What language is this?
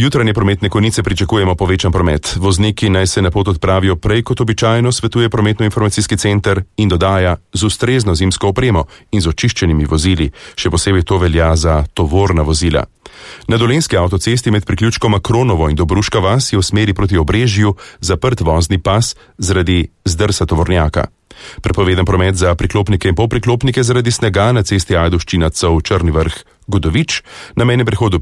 Slovenian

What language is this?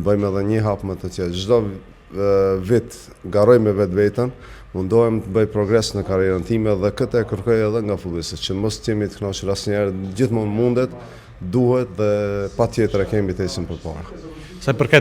Albanian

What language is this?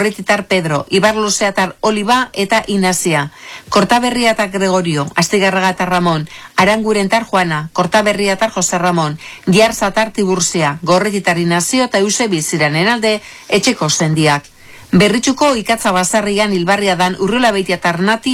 Basque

